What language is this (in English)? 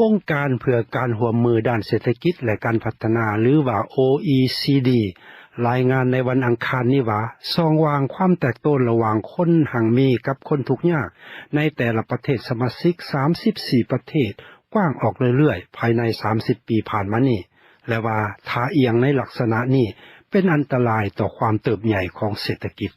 Lao